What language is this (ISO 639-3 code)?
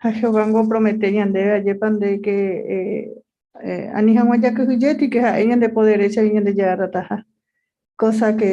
grn